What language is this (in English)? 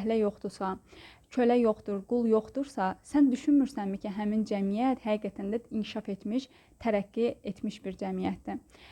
Azerbaijani